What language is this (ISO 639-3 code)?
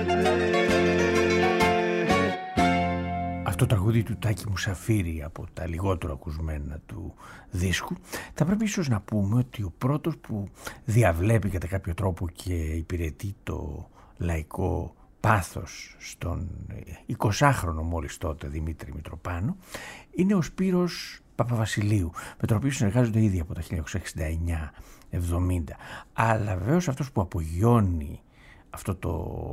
ell